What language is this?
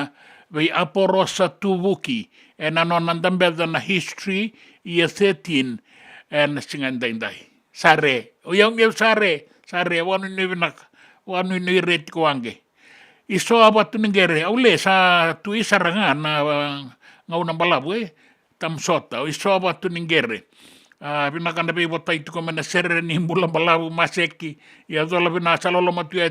Fijian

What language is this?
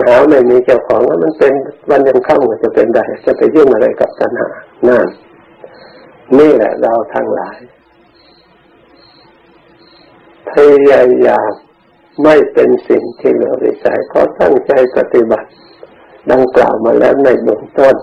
Thai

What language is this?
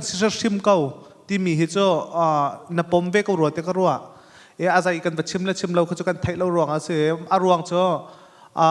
Hakha Chin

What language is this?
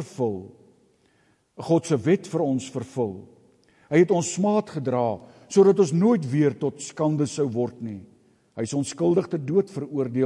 Afrikaans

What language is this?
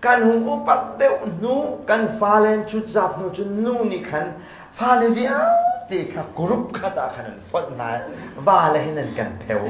Hakha Chin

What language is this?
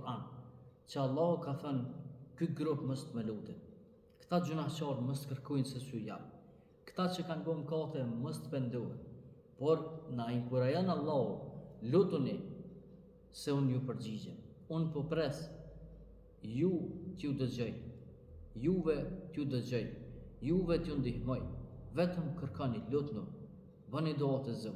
Albanian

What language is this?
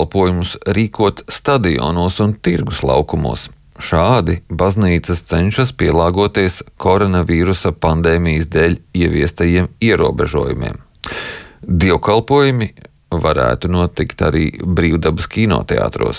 Latvian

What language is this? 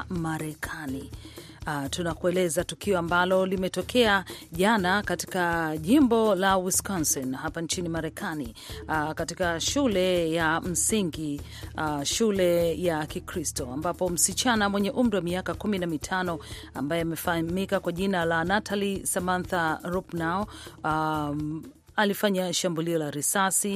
Swahili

